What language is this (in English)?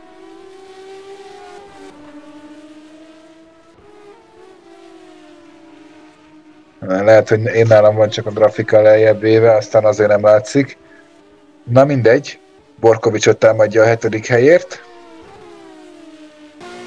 Hungarian